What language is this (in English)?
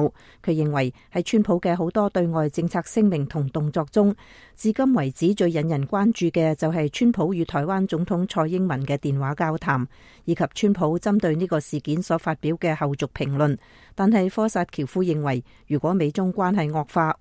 Cantonese